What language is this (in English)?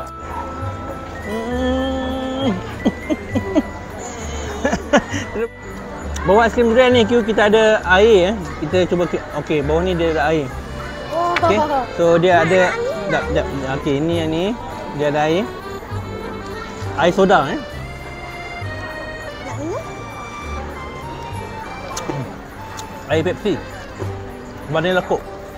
Malay